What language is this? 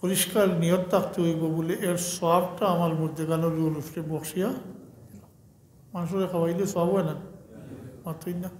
Sylheti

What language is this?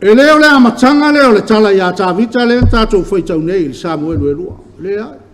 Samoan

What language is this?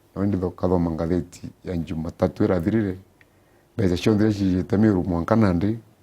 Meru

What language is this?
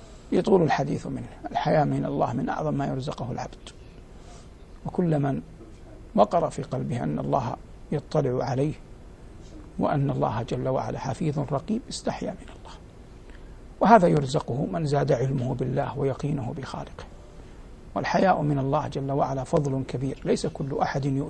Arabic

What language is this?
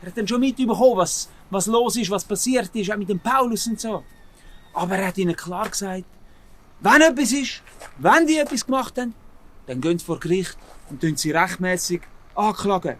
Swiss German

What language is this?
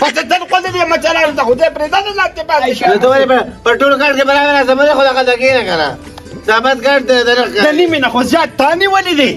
Pashto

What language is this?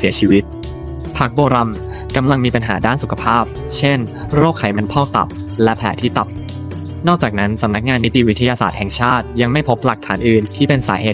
Thai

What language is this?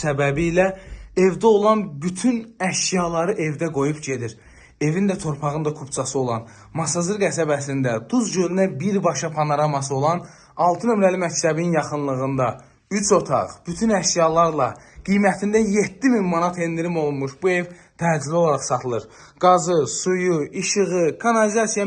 Azerbaijani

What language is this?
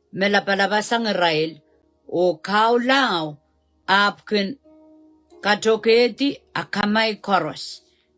Pohnpeian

